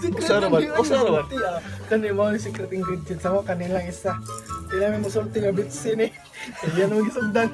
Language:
Cebuano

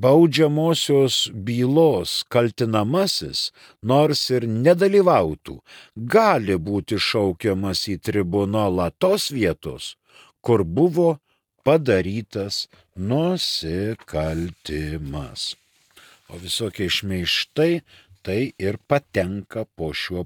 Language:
Lithuanian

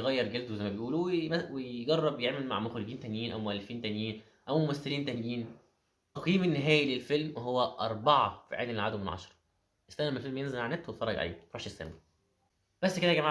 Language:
Egyptian Arabic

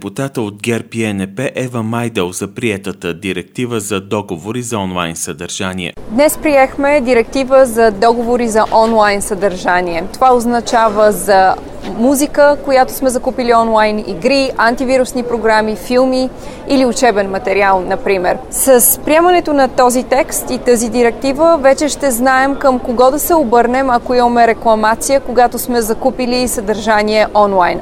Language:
Bulgarian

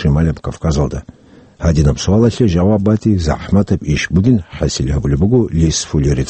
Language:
Avaric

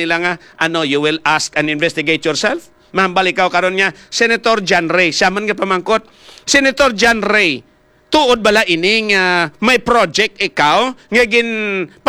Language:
Hiligaynon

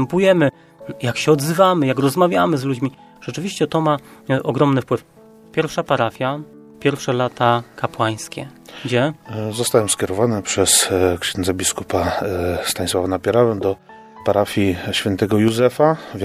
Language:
Polish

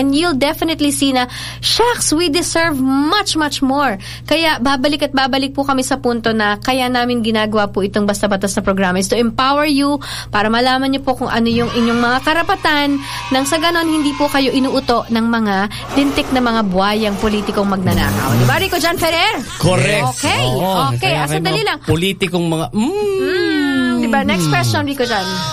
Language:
Filipino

